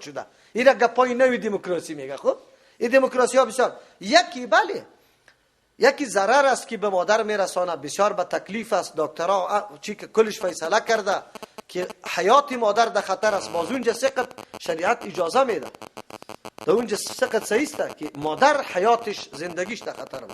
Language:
Persian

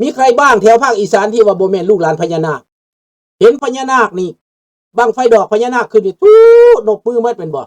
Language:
Lao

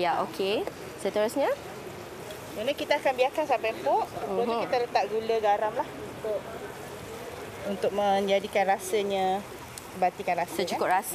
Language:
Malay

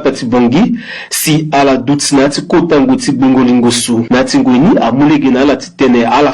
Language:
Sango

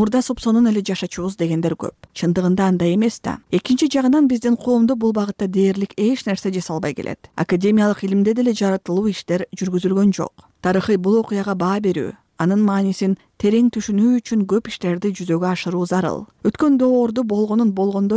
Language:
Kyrgyz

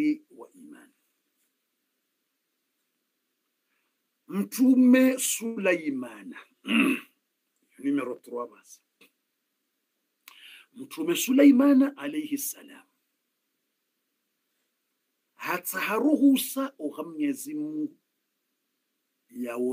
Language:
Swahili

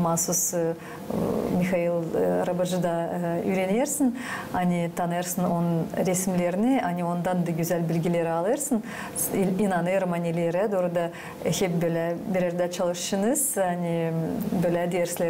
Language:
Gagauz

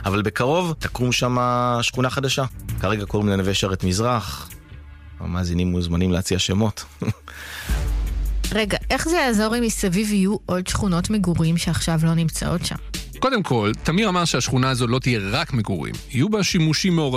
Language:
Hebrew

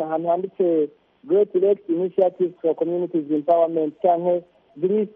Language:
Kinyarwanda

